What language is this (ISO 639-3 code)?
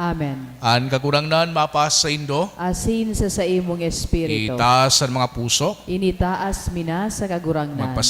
bik